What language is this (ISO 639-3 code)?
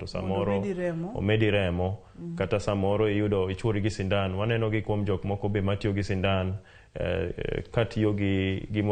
luo